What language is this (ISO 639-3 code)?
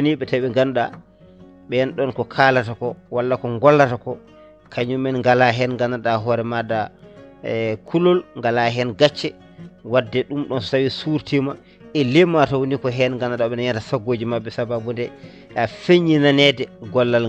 ful